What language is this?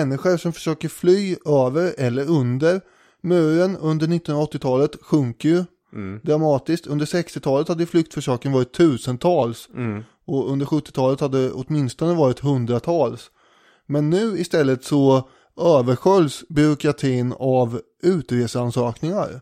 Swedish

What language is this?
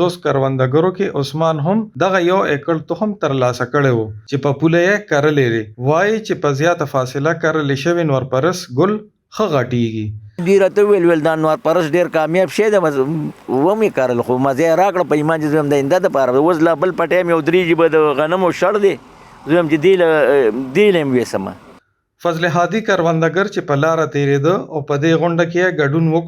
Pashto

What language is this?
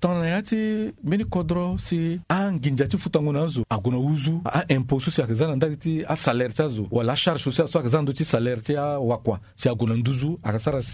Sango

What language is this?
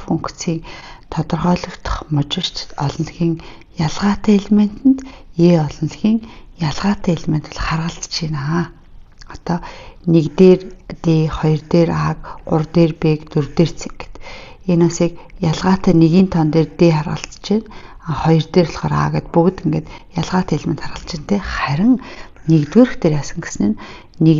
Mongolian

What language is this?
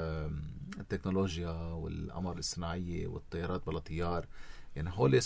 North Levantine Arabic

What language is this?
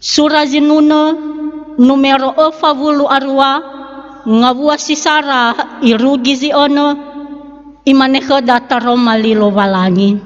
Nias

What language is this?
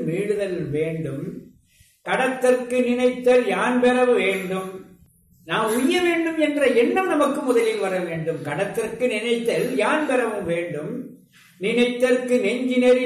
Tamil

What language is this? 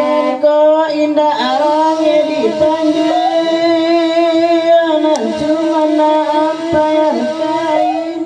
Minangkabau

